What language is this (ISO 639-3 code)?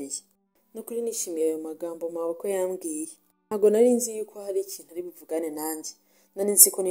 kin